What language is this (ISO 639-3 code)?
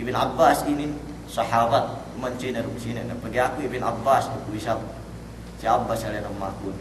yka